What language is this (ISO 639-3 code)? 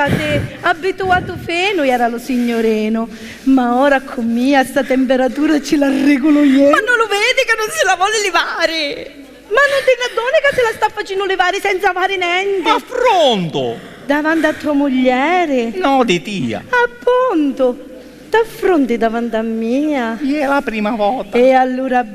scn